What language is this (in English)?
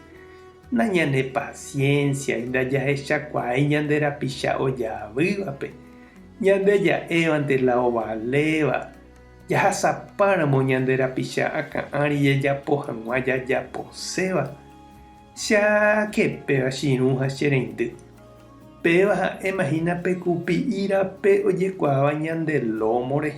Guarani